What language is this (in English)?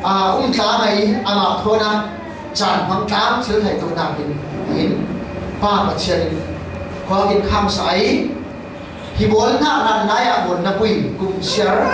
Falam Chin